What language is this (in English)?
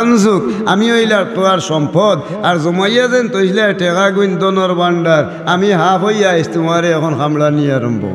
Sylheti